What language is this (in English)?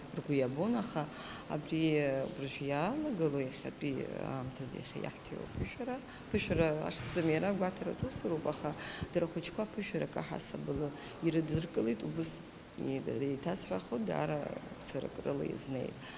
Abkhazian